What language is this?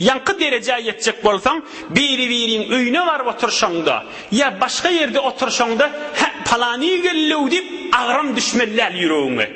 Turkmen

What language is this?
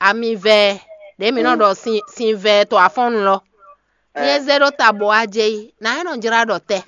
Fon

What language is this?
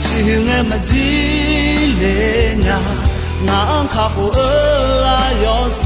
Akha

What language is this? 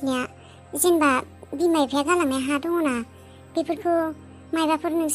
Bodo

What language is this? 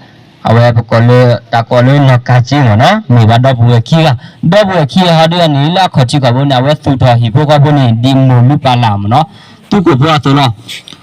S'gaw Karen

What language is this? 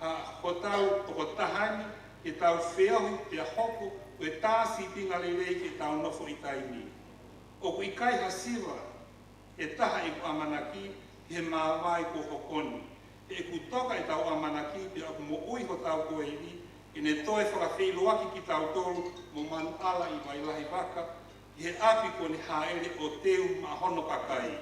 Tongan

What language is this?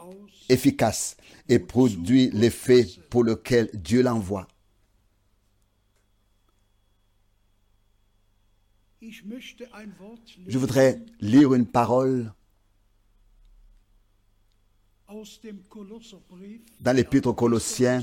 French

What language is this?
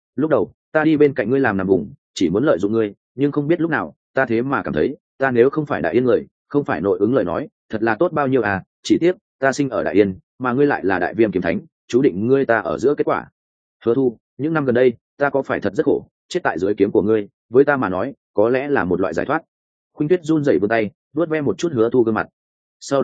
Vietnamese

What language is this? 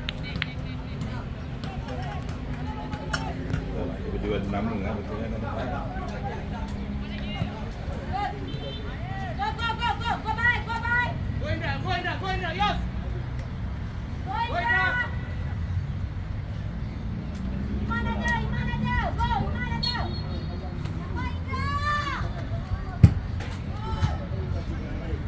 Malay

